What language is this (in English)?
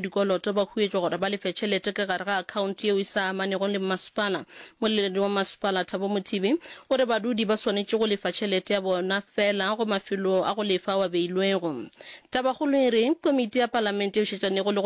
Northern Sotho